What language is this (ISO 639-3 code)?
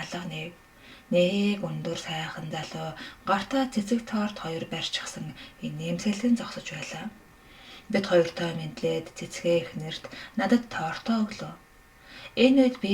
mon